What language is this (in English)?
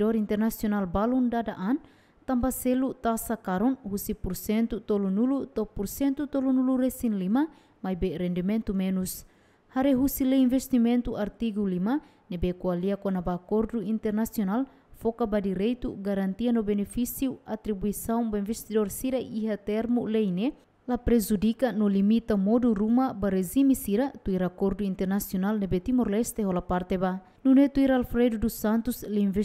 Tetum